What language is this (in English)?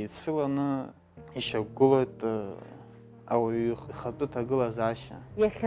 Abkhazian